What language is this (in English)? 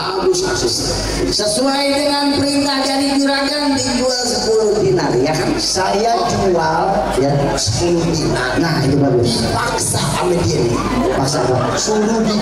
Betawi